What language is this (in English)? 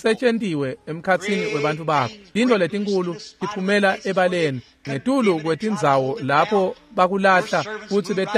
Swati